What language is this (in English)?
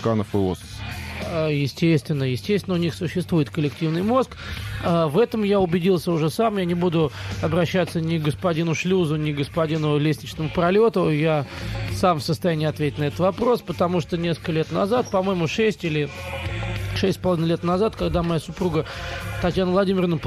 Russian